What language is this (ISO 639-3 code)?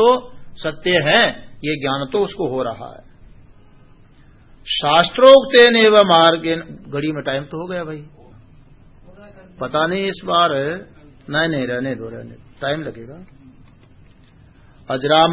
hin